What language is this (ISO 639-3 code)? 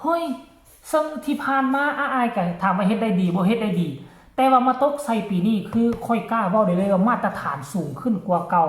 tts